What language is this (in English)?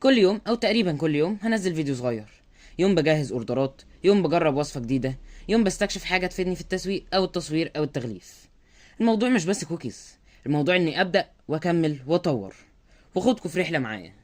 Egyptian Arabic